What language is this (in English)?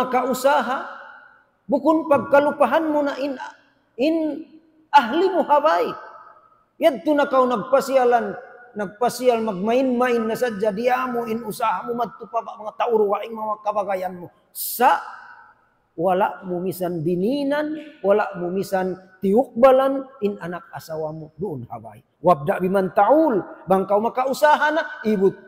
Tausug